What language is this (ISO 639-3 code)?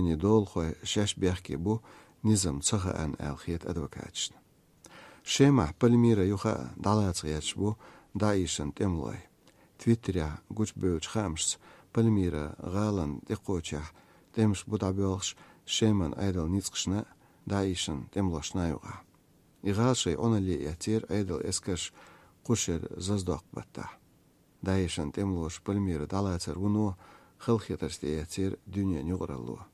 che